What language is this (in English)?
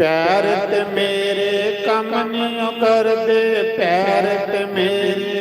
Dogri